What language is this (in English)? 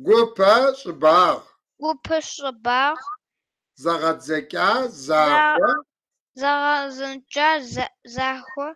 Kabardian